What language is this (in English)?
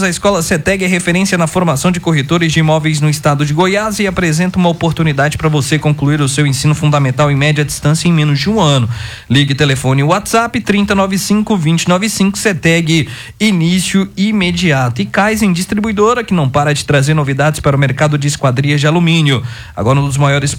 Portuguese